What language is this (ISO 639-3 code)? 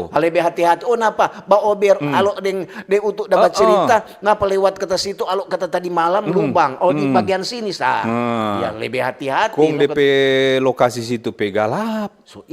xmm